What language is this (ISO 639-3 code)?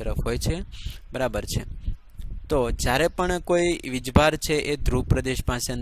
guj